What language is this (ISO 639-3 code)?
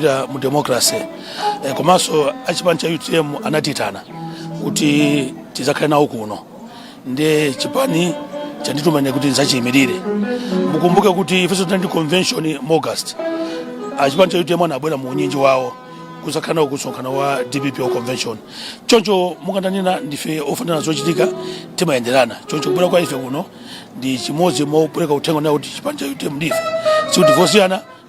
nya